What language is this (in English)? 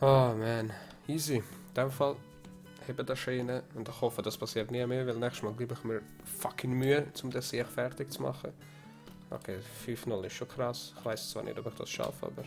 Swiss German